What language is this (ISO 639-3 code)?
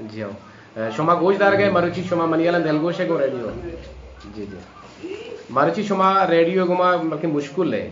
bal